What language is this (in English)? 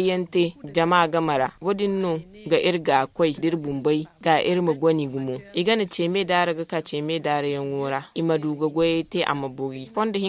Zarma